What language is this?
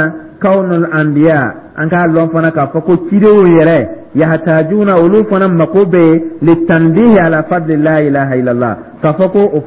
Dyula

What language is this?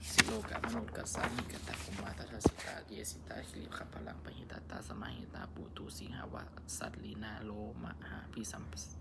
Pali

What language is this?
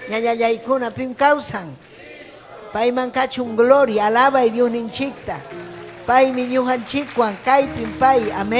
Ayacucho Quechua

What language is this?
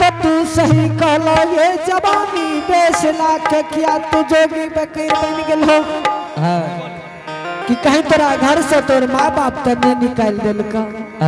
Angika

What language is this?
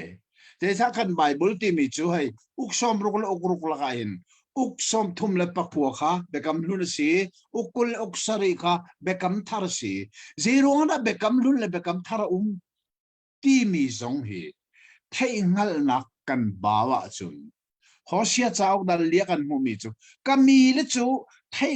Hakha Chin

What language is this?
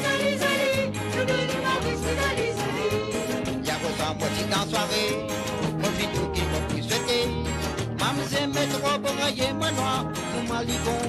Morisyen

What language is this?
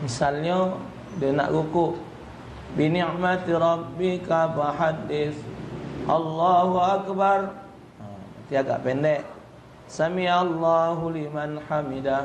Musi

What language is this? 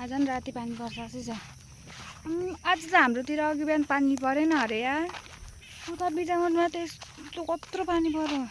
Nepali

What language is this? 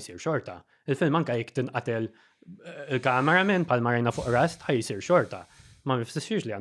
Maltese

